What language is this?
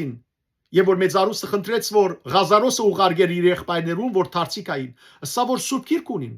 Western Armenian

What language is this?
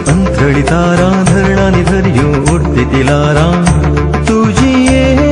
Konkani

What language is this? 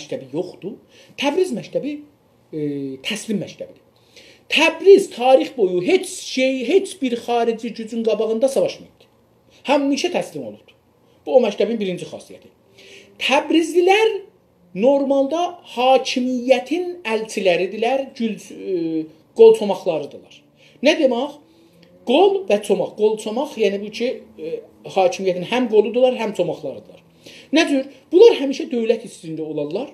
South Azerbaijani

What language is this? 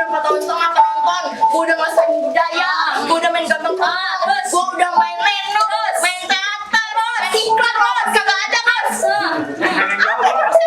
Betawi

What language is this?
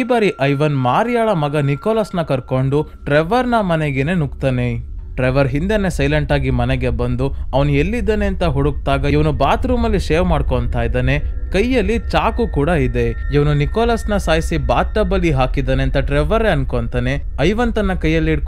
Kannada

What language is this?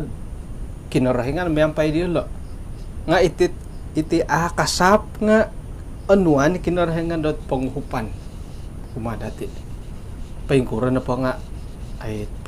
Central Dusun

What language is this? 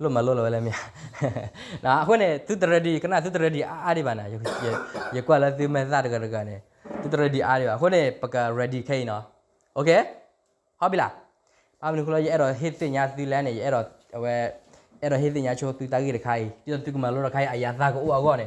S'gaw Karen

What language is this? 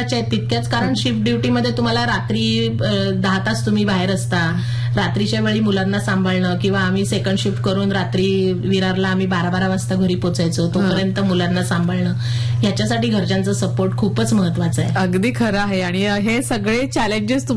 Marathi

